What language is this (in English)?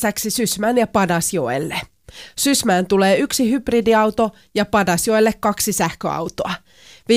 Finnish